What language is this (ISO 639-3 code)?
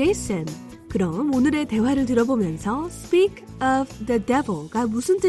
kor